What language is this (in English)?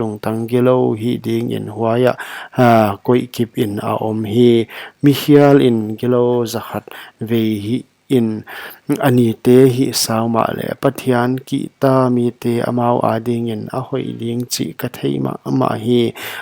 Paite Chin